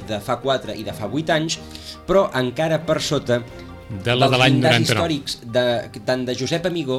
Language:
Catalan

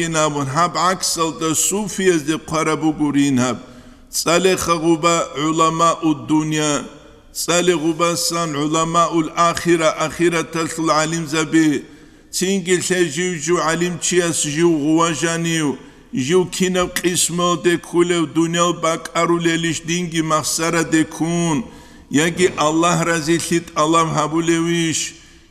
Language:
Avaric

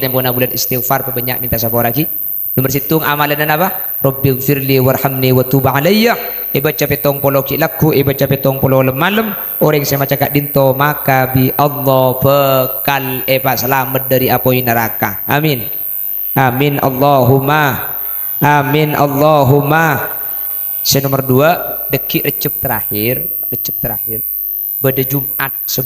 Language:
Madurese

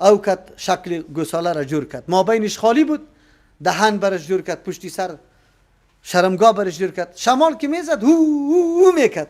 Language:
Persian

